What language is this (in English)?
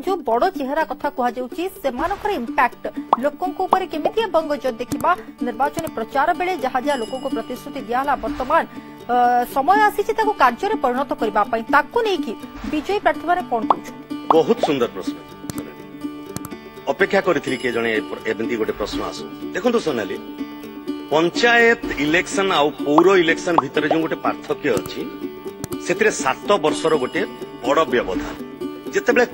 Odia